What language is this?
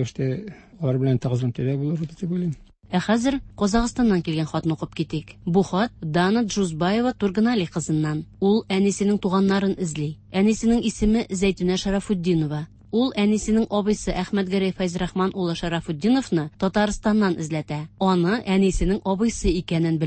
Tatar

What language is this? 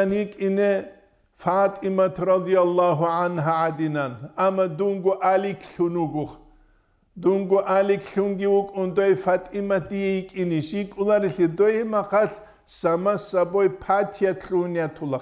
Avaric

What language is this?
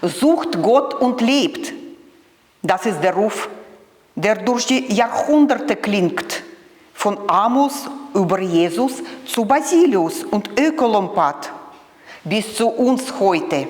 Swiss German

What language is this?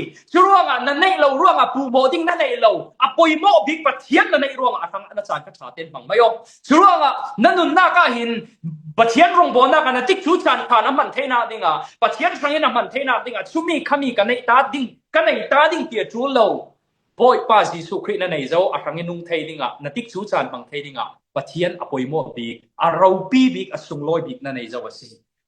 Falam Chin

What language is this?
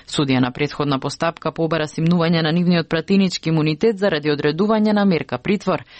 Macedonian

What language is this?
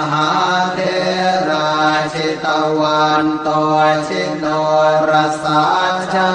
Pali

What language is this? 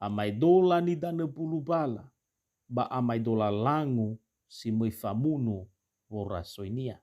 Nias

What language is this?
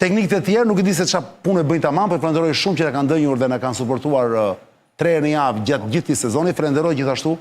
Albanian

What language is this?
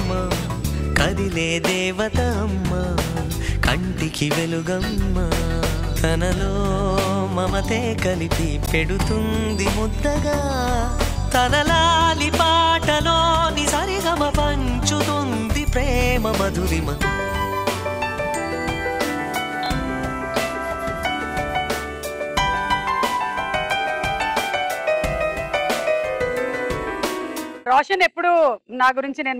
Telugu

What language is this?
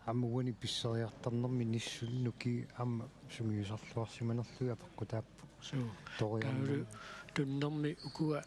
Kalaallisut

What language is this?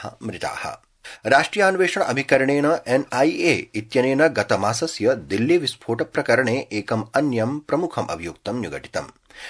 Sanskrit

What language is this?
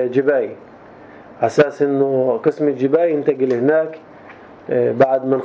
North Levantine Arabic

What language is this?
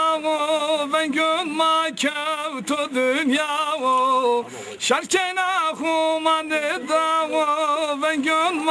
Zaza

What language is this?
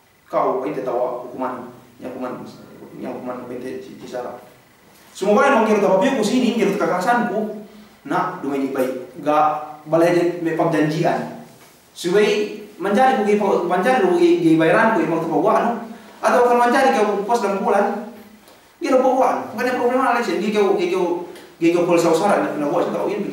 Yakan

